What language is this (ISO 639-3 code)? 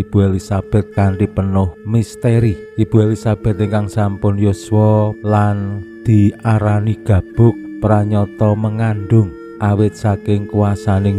jav